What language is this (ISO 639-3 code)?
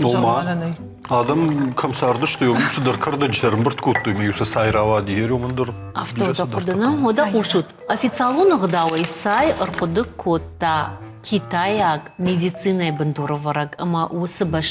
oss